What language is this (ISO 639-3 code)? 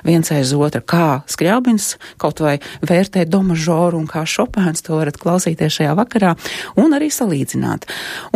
lav